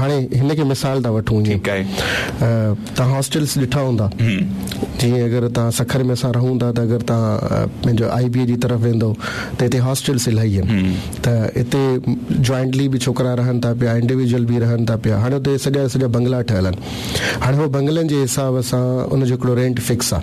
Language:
Sindhi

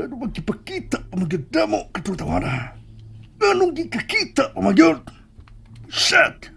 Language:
Cebuano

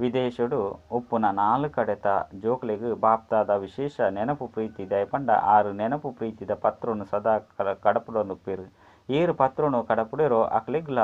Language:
Tulu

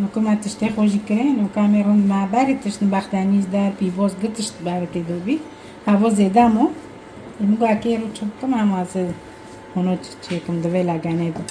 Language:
Kurdish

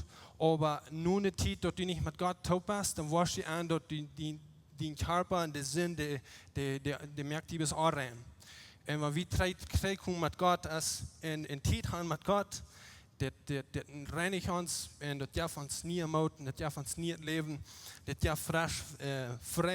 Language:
Plautdietsch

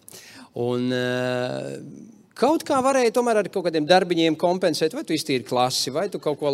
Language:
Latvian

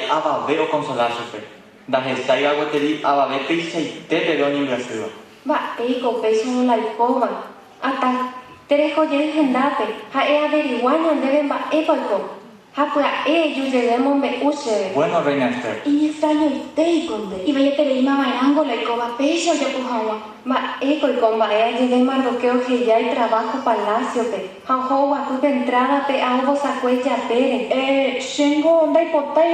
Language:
Guarani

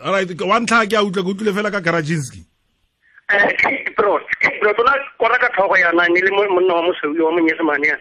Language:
Tswana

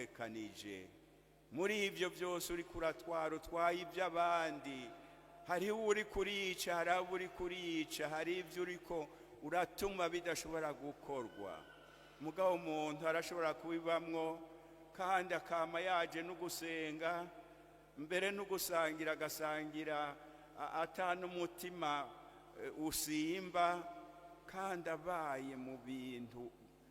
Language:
Rundi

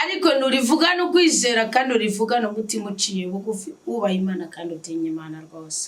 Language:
Rundi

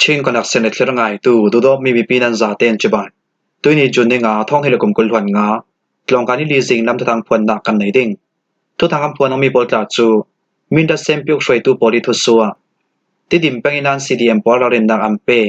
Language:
Falam Chin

